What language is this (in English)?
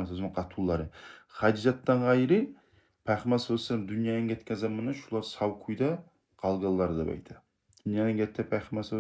Kumyk